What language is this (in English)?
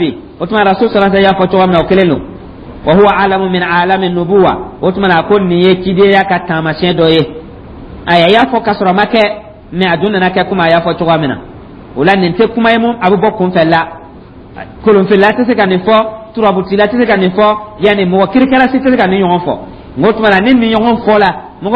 Dyula